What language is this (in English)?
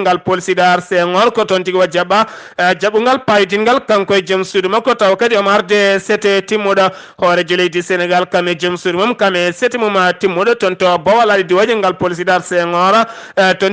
Fula